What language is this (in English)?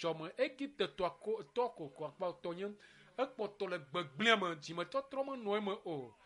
Ewe